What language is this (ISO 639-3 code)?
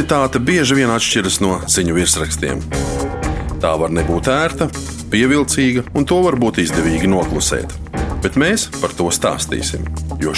lav